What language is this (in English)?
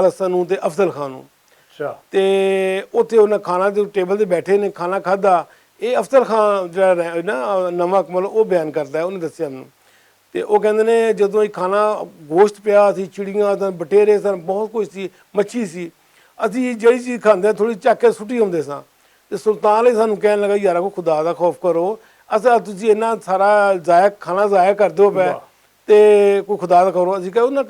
Western Panjabi